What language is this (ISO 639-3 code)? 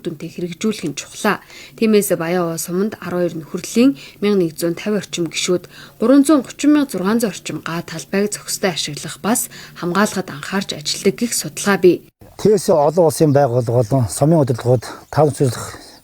mon